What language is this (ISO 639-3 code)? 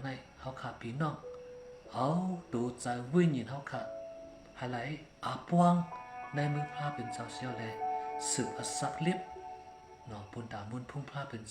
shn